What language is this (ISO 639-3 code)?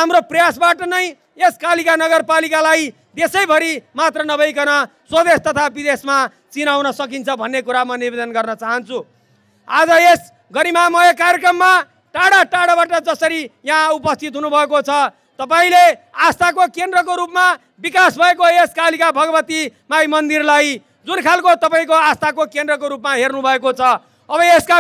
nep